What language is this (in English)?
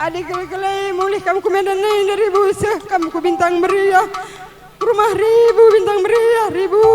Batak Karo